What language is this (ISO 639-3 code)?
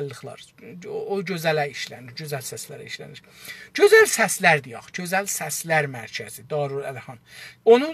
azb